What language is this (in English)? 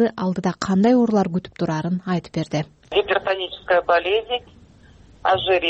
Kyrgyz